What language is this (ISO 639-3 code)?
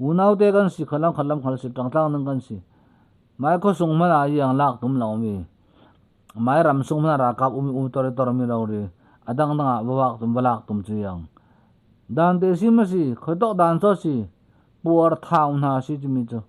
cfm